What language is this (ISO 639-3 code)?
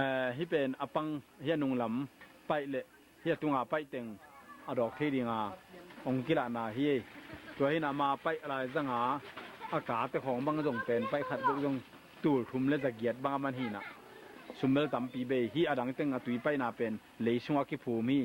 ctd